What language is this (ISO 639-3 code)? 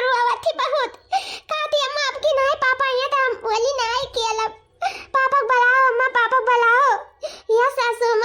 awa